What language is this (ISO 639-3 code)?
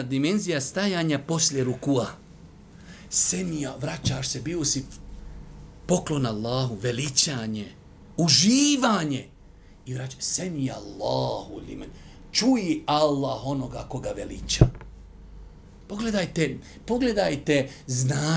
bos